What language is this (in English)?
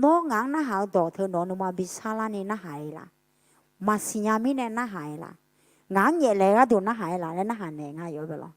Akha